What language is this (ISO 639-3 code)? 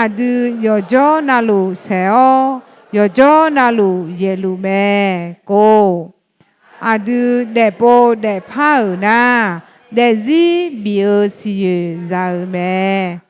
ahk